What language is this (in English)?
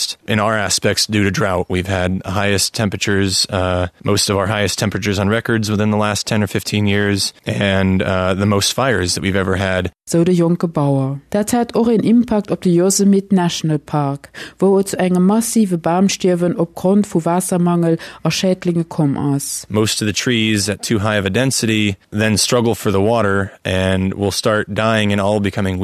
Luxembourgish